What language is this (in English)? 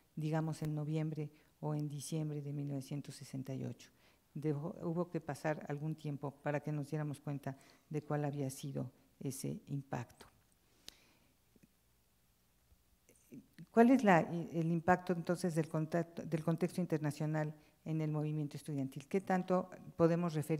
Spanish